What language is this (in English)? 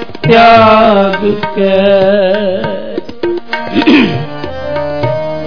Punjabi